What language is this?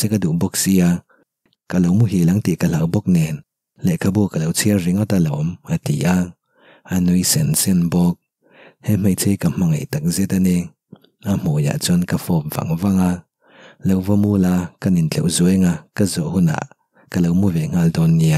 Mizo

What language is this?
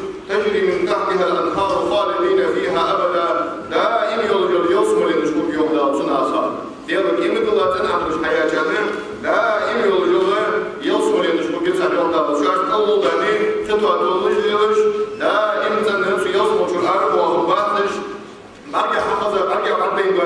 Ingush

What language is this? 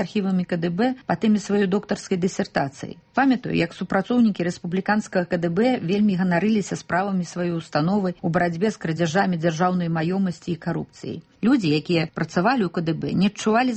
Belarusian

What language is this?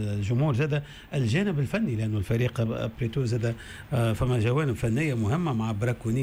Tunisian Arabic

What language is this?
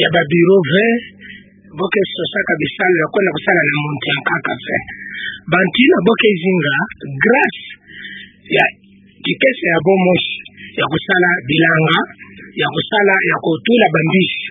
Kituba (Democratic Republic of Congo)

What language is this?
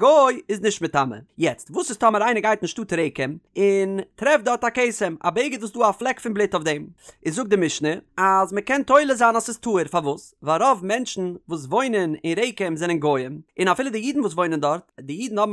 Yiddish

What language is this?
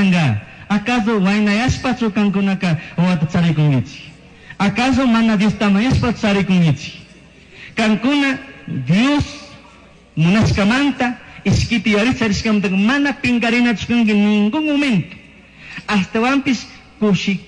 Chimborazo Highland Quichua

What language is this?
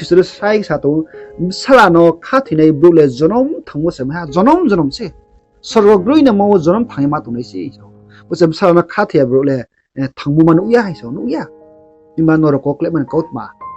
Riang (India)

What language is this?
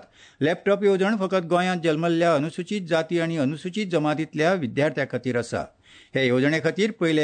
Konkani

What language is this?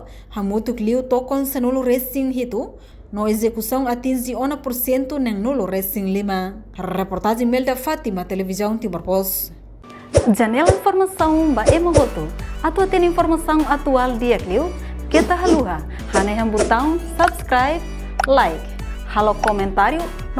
Tetum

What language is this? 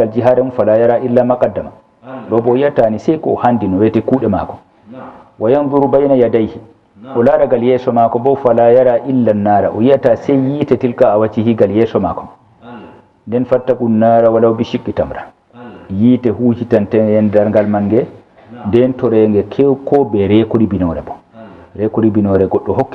Fula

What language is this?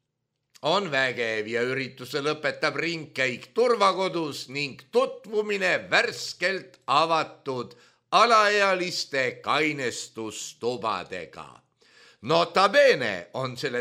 Estonian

